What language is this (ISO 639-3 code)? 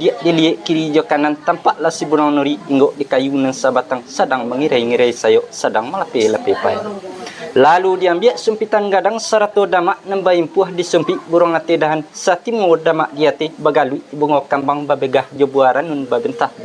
min